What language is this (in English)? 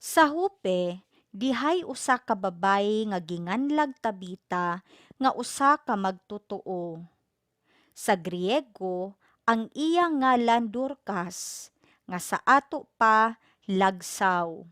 Cebuano